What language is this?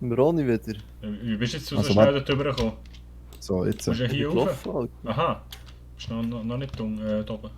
Swiss German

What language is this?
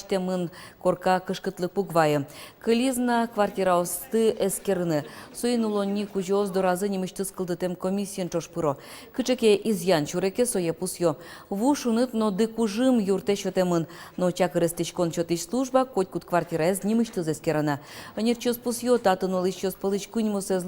Udmurt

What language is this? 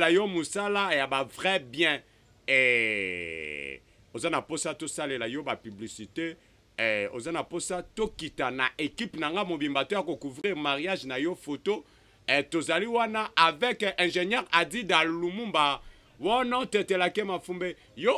Lingala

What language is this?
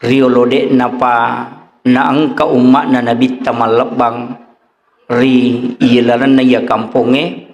Buginese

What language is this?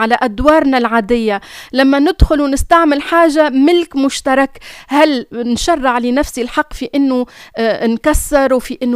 Tunisian Arabic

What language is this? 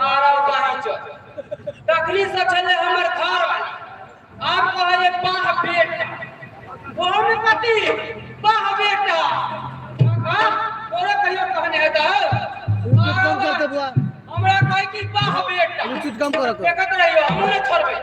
Maithili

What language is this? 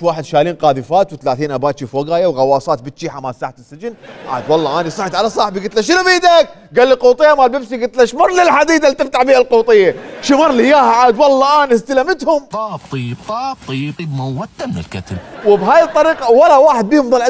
Mesopotamian Arabic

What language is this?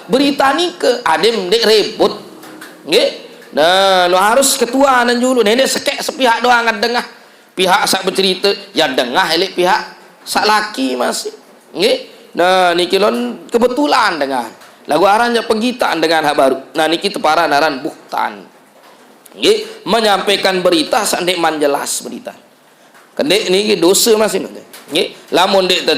Sasak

